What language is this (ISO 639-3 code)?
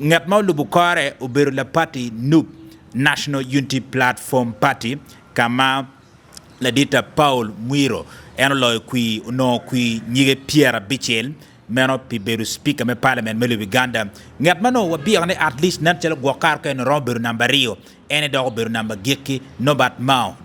ach